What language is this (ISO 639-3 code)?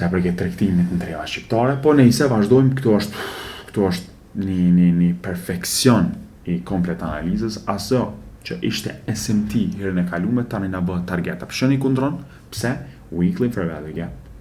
sqi